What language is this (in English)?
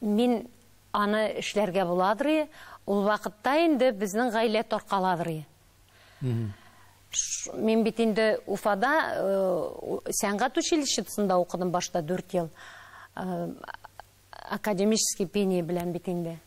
Tatar